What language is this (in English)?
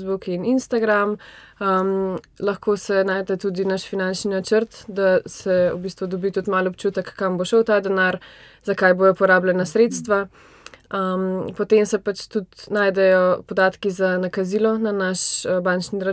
Slovenian